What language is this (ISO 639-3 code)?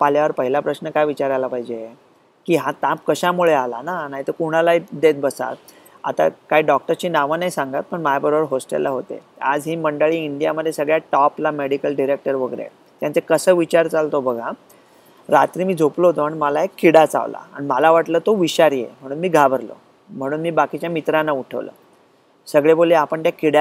mar